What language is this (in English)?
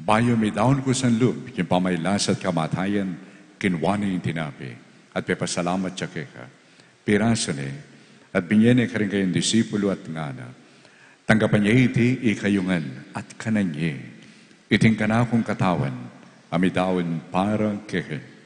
Pampanga